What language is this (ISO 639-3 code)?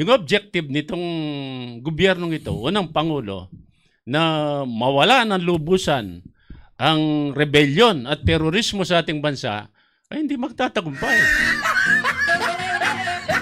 fil